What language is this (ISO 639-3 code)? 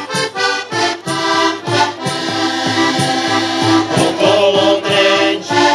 slk